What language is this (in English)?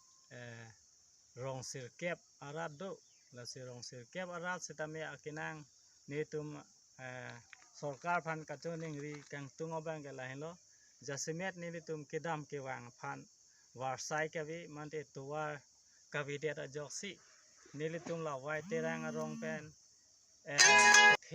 Karbi